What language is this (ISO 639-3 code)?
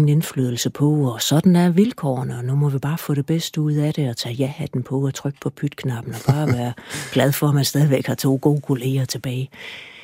dan